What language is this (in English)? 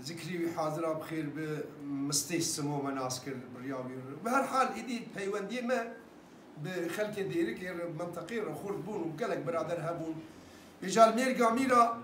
Kurdish